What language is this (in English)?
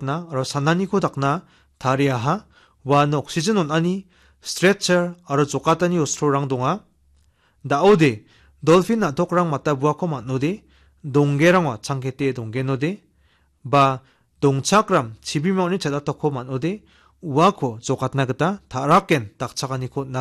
Garo